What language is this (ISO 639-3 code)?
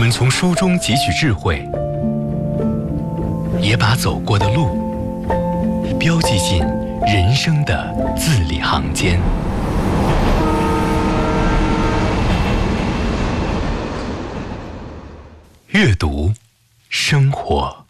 zho